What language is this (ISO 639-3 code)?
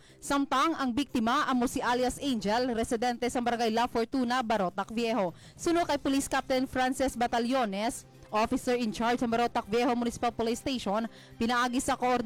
hil